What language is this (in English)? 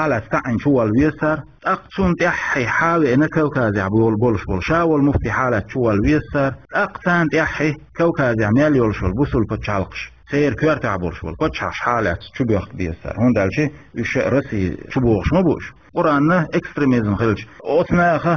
Chechen